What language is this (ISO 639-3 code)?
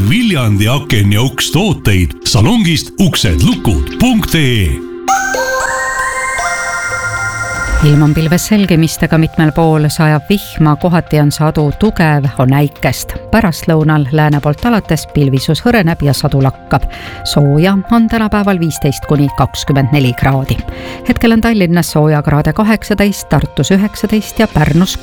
est